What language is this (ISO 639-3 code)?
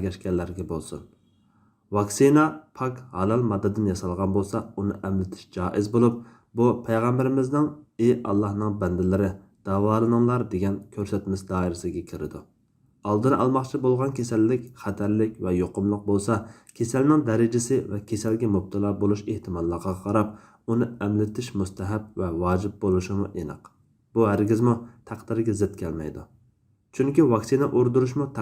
uig